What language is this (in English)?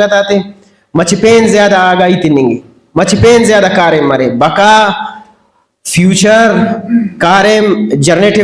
Brahui